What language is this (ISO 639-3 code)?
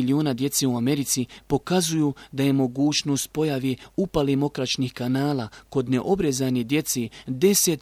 bos